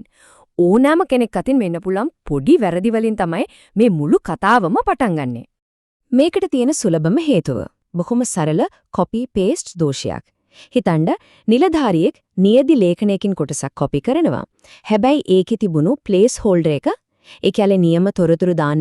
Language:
Sinhala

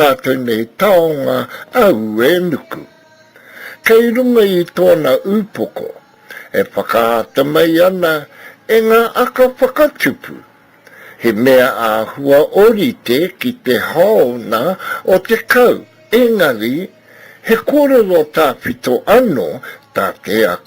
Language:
Māori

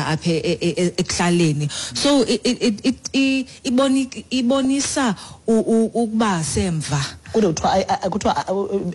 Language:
Xhosa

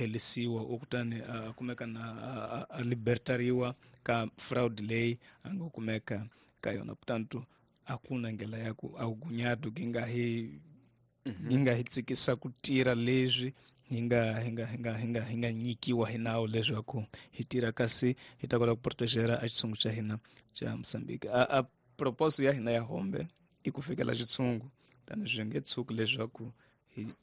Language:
Tsonga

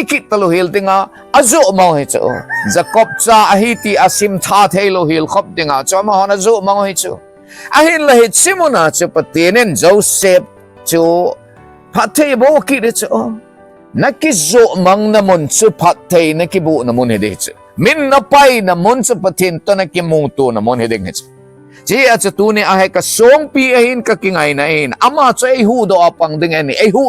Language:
Thado Chin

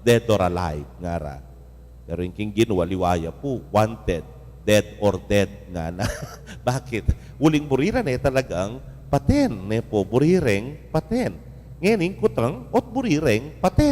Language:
Pampanga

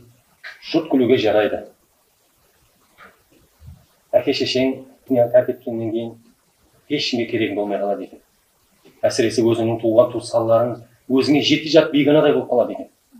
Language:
Kazakh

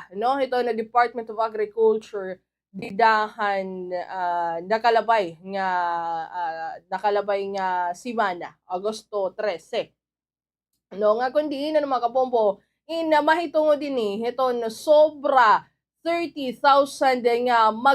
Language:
Waray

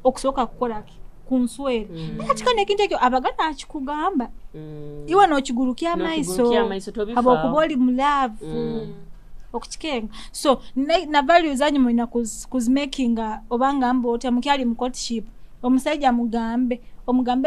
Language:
Nyoro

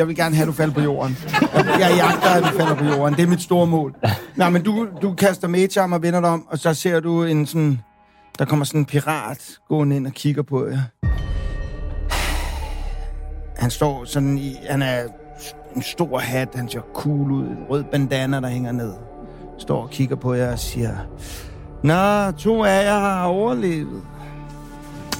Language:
Danish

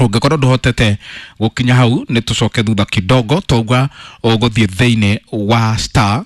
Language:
Kikuyu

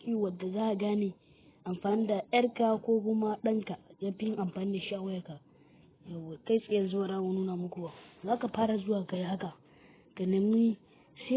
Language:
Hausa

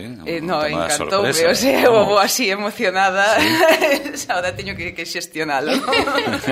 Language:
Galician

